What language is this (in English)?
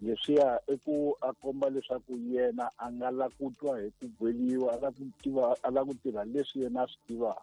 Tsonga